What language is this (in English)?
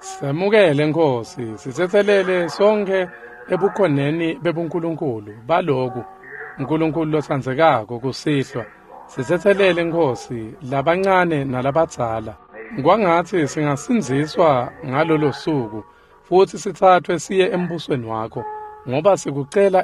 Swati